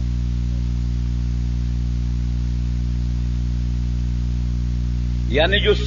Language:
Urdu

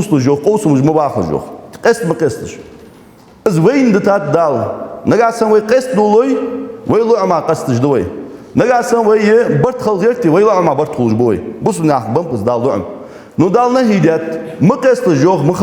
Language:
Ingush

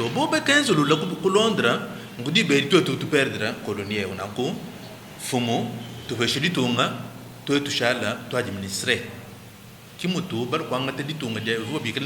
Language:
Luba-Lulua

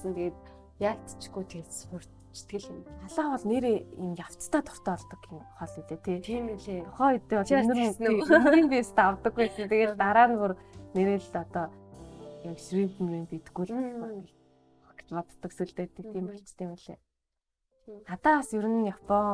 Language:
Mongolian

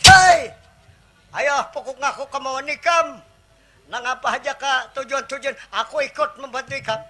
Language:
Banjar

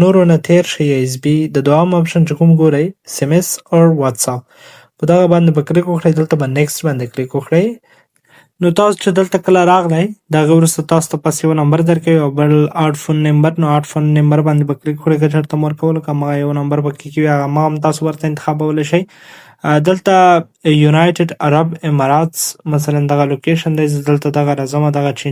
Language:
Pashto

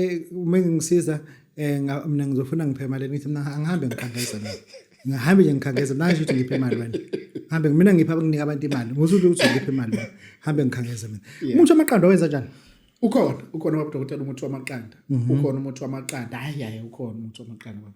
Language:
Zulu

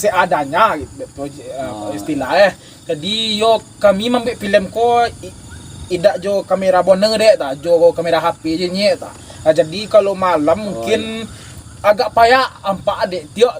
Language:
Minangkabau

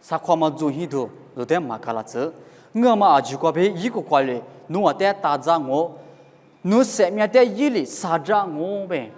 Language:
Lisu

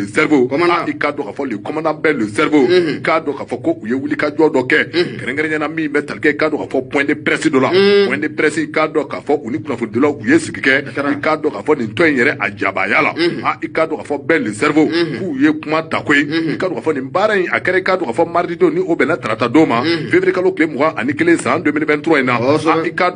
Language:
Bambara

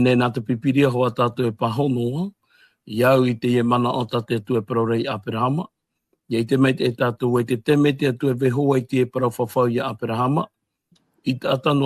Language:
Tahitian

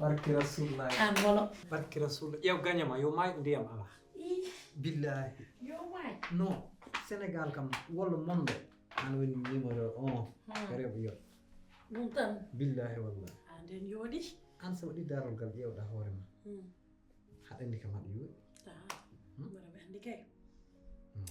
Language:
Fula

